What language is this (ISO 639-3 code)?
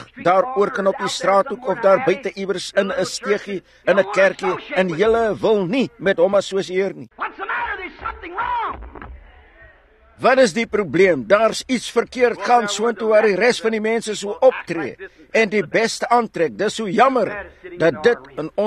afr